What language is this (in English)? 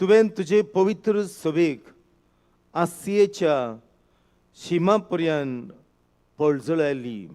Konkani